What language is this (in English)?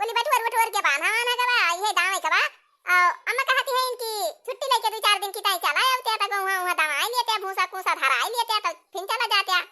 Awadhi